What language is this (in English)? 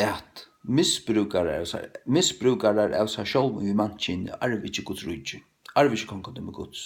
Faroese